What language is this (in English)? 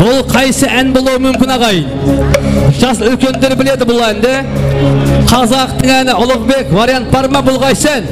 Kara-Kalpak